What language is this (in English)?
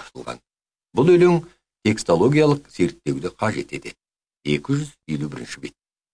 Kazakh